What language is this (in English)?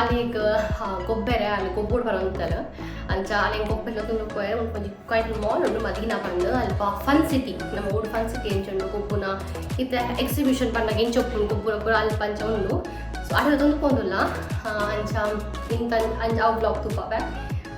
Tulu